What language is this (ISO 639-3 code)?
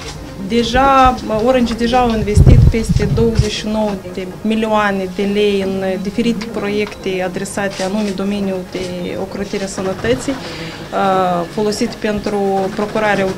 ron